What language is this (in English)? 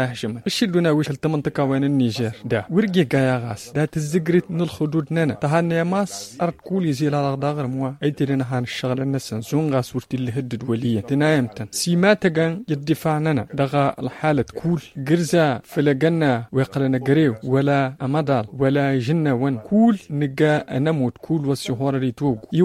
Tamasheq